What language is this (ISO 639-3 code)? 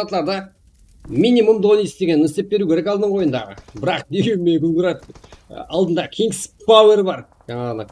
kaa